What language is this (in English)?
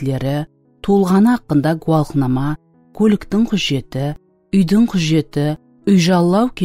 Kara-Kalpak